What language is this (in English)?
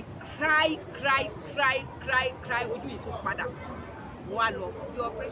Yoruba